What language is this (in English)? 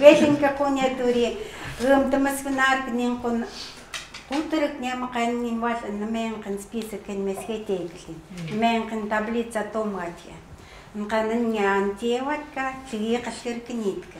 Chukot